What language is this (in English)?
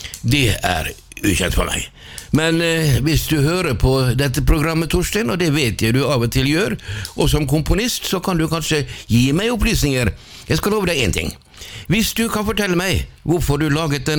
Norwegian